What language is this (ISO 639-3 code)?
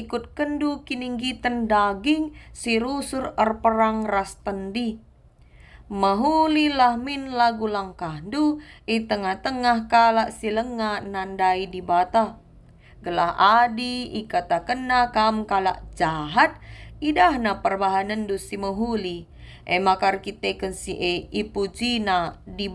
btx